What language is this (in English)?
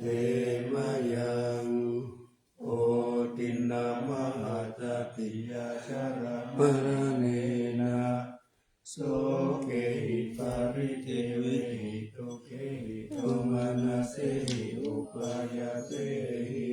Pali